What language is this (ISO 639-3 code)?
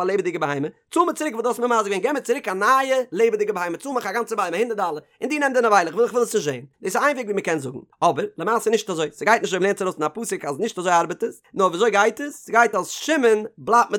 yid